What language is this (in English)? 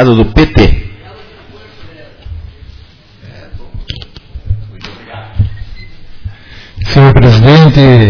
Portuguese